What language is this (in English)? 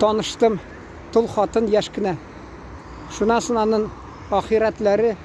Tatar